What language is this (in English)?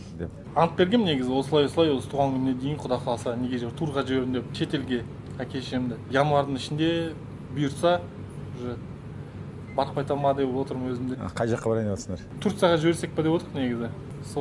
Kazakh